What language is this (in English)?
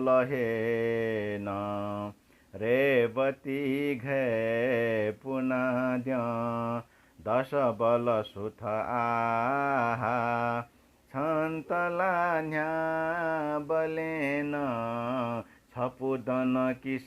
Newari